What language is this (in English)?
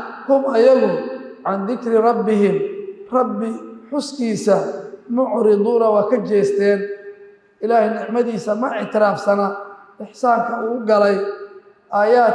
Somali